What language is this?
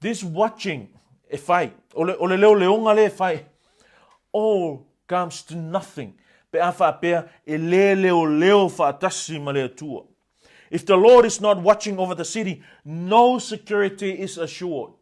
Samoan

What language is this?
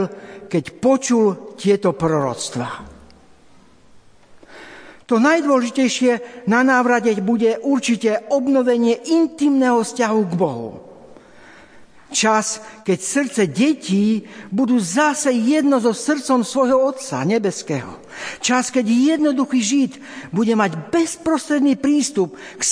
Slovak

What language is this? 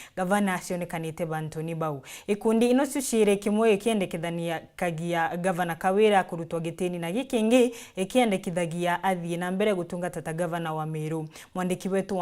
Meru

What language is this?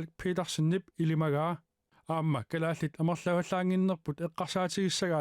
Kalaallisut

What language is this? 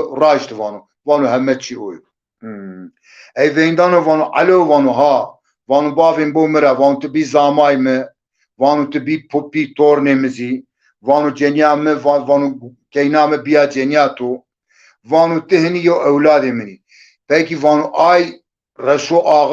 Zaza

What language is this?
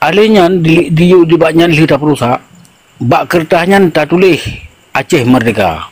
Achinese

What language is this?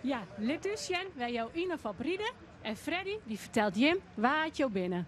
Western Frisian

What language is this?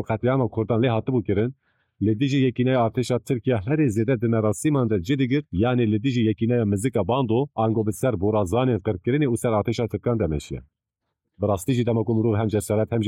Kurdish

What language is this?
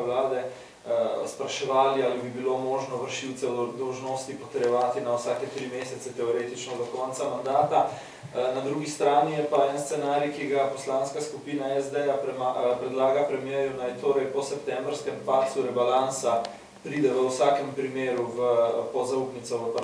Slovenian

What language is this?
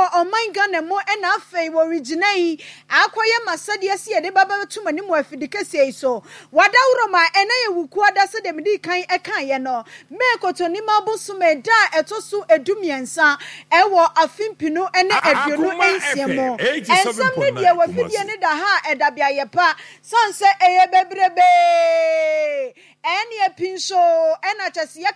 Akan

